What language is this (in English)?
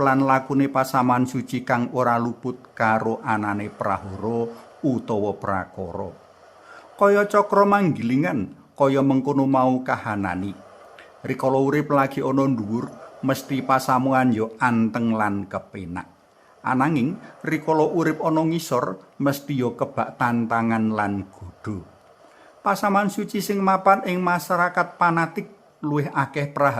Javanese